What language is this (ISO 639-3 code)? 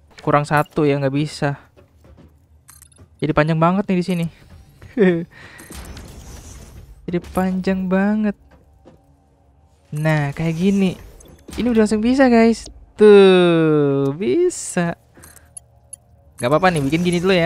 ind